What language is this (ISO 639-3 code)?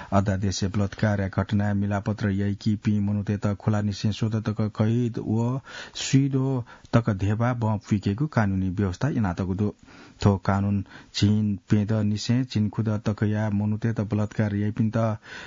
new